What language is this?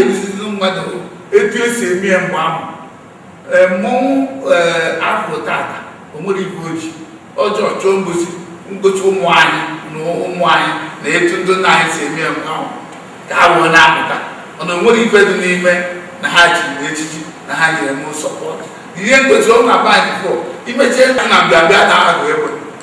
Igbo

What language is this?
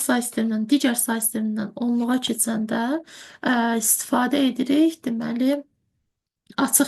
Azerbaijani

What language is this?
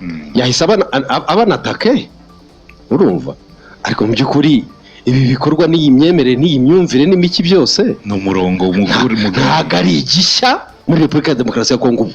Kinyarwanda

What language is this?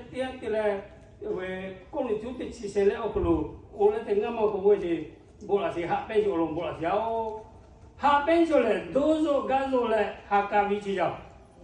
Lahu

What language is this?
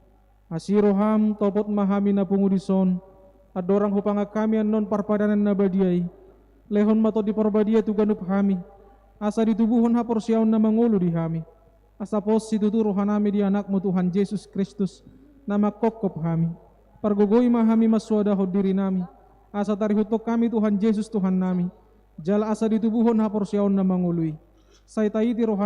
Batak Toba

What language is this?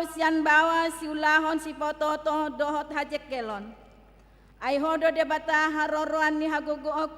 Batak Toba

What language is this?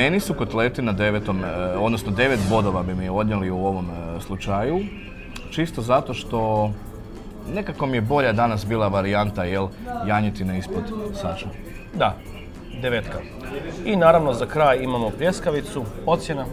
Croatian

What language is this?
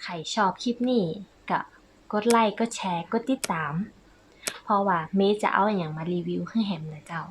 Northern Thai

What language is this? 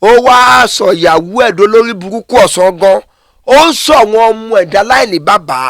Yoruba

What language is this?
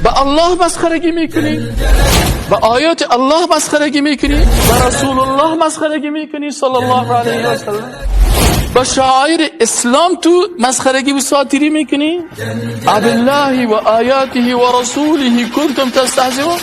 Tajik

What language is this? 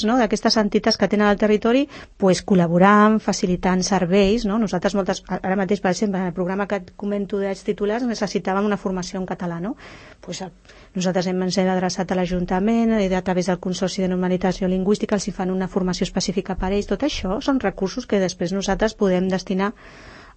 Catalan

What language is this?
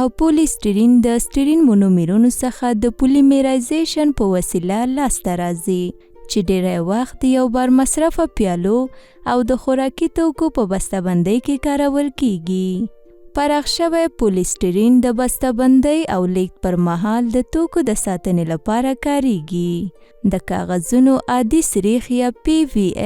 Pashto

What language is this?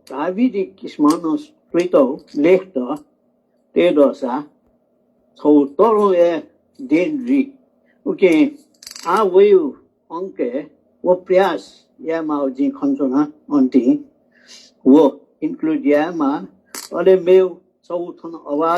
Newari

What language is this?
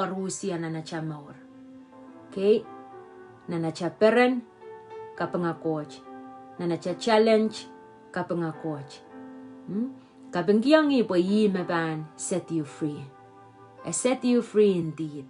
Pohnpeian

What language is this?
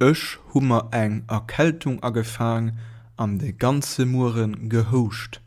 Luxembourgish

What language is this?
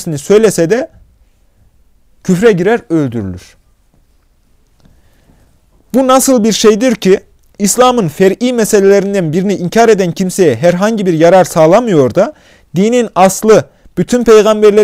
Turkish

